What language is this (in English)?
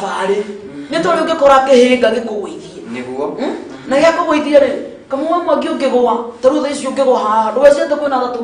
Kikuyu